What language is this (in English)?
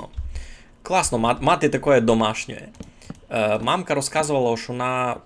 Rusyn